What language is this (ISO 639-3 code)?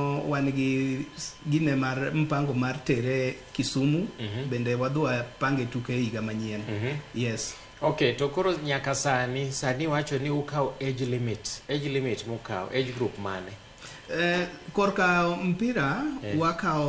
luo